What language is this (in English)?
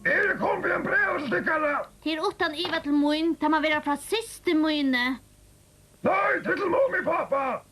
Faroese